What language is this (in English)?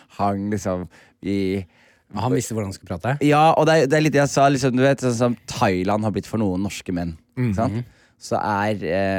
Norwegian